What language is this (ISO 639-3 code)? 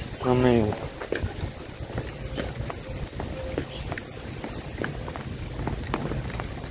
hrv